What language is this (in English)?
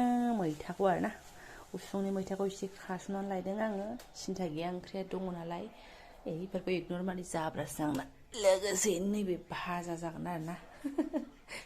Bodo